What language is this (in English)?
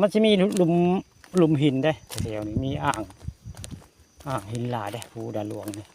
Northeastern Thai